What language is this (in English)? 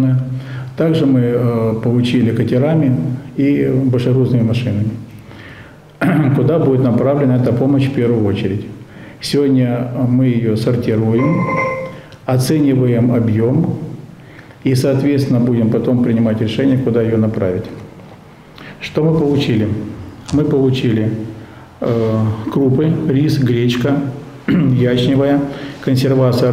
Russian